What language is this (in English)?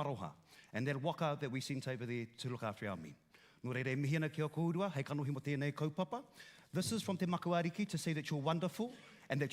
Māori